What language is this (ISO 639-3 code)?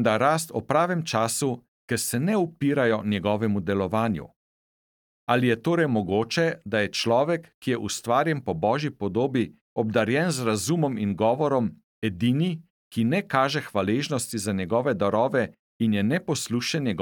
slv